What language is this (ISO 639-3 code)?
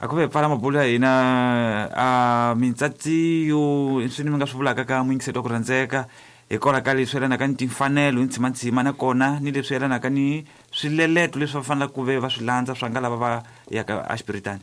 tso